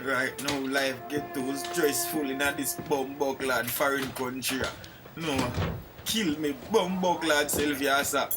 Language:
Jamaican Creole English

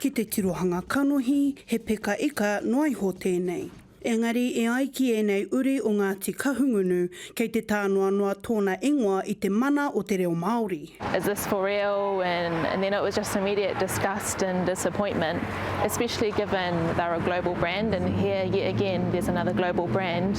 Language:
Māori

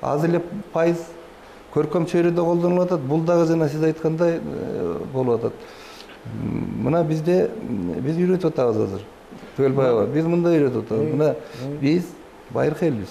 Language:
Kyrgyz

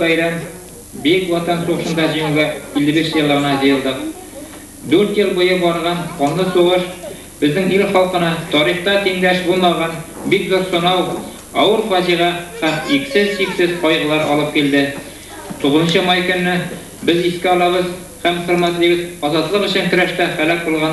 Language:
Bashkir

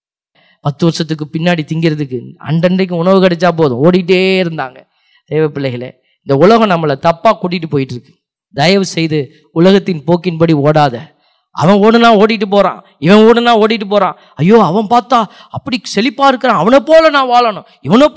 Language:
Tamil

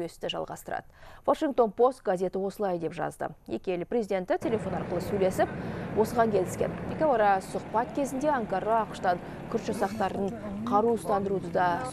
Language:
Kazakh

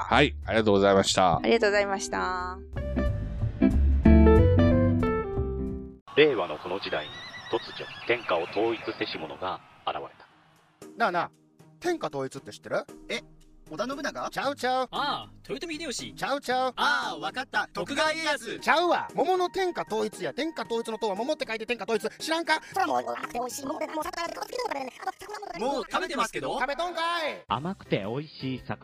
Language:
Japanese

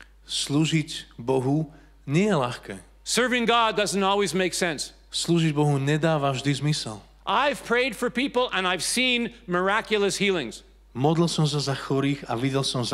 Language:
Slovak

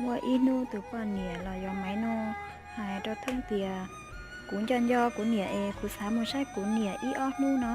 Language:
Hmong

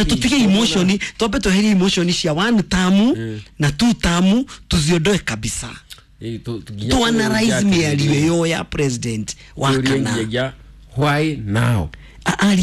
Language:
Kikuyu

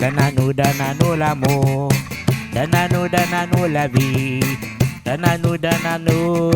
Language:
Réunion Creole French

